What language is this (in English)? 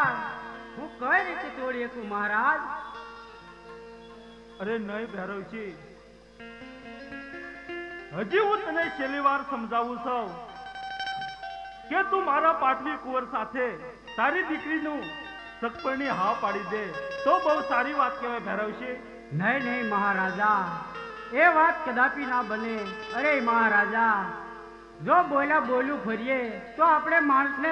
Gujarati